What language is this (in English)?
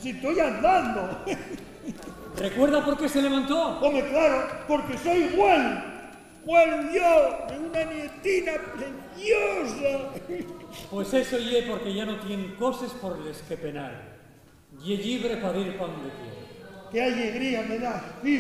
Asturian